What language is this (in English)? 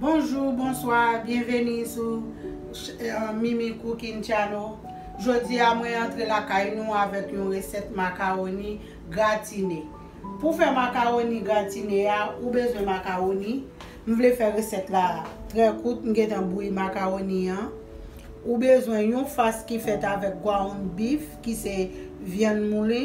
Haitian Creole